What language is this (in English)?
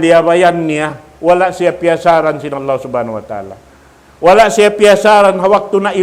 Tausug